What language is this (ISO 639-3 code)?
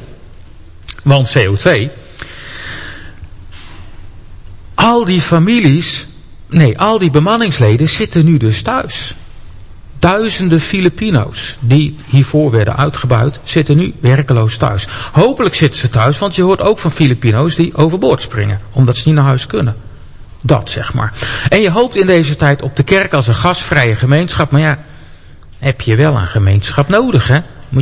nld